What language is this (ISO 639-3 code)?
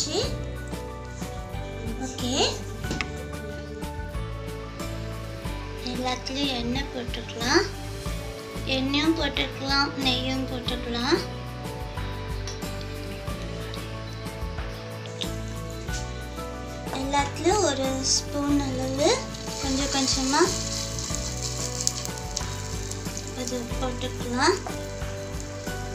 tam